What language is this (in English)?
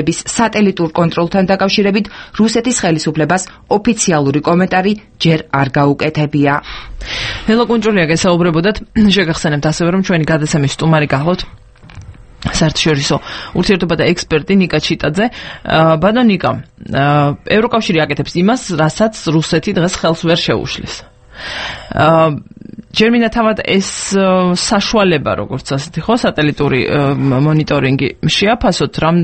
Georgian